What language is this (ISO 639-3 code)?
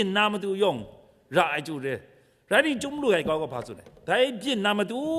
kac